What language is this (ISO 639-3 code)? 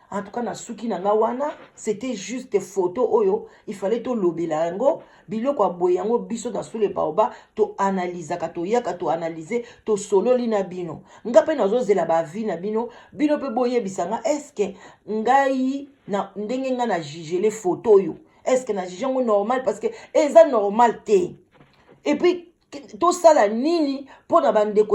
lin